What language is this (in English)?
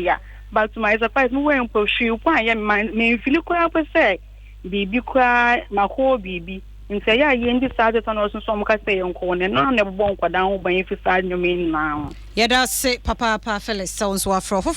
Akan